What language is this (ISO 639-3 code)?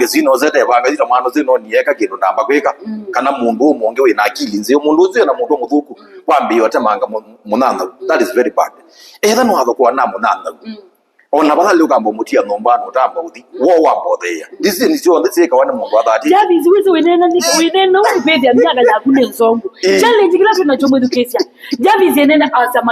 kam